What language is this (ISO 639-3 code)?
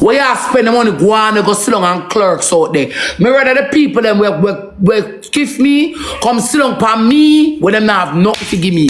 jam